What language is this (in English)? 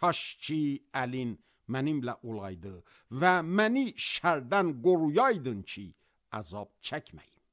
Azerbaijani